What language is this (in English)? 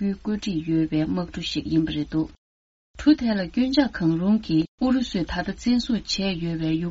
Tibetan